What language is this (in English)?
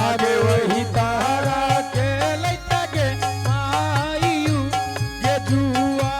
Angika